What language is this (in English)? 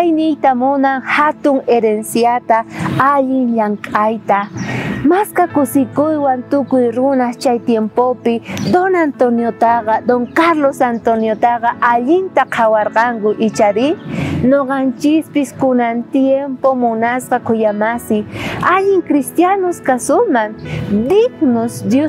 South Bolivian Quechua